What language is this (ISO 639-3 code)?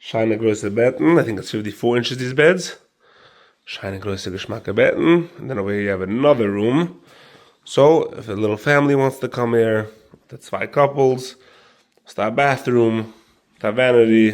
yid